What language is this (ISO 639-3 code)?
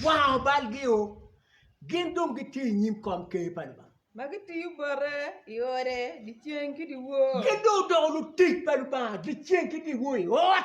ach